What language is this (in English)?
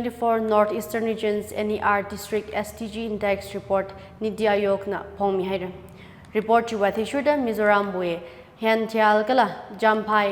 Tangkhul Naga (India)